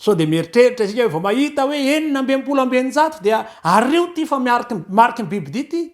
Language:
Malagasy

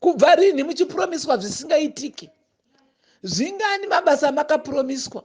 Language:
Shona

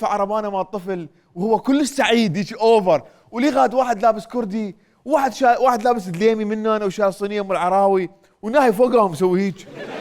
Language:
Mesopotamian Arabic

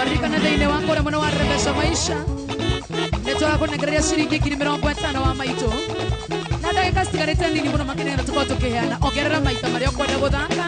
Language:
Kikuyu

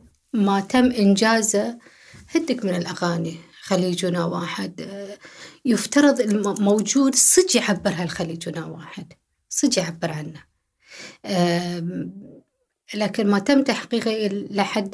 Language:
Gulf Arabic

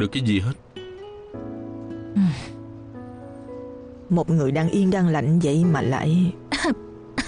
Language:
Vietnamese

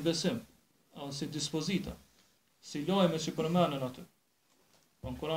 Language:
Albanian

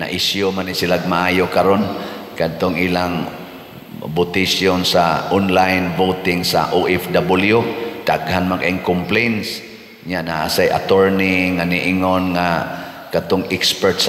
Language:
Cebuano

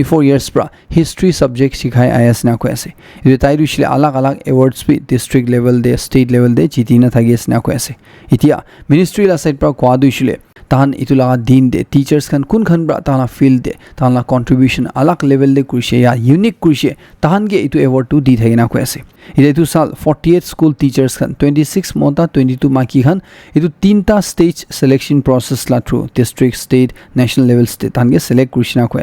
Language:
Naga Pidgin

